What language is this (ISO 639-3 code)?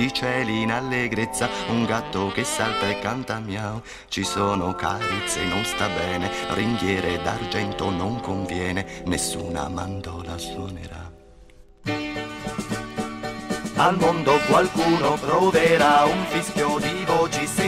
ita